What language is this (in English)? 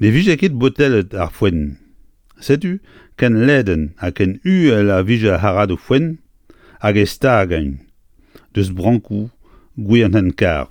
Breton